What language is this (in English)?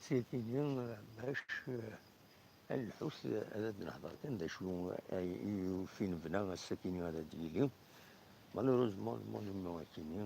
Kabyle